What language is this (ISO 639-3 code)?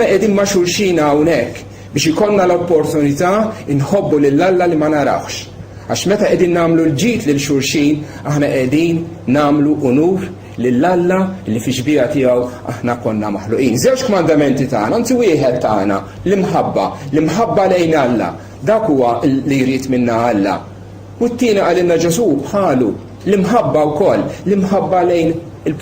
mlt